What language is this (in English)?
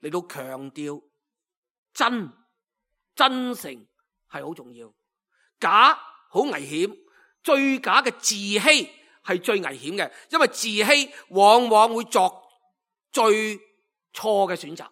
Cantonese